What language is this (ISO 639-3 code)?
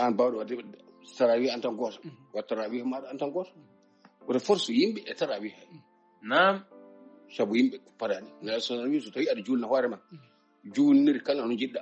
ful